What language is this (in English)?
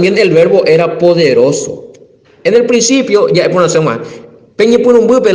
Guarani